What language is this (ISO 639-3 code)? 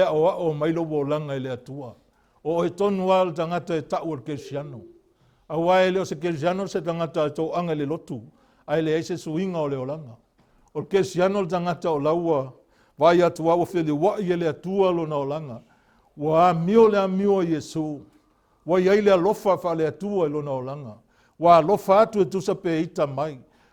smo